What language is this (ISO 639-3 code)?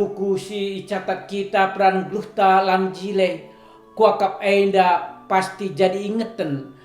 btx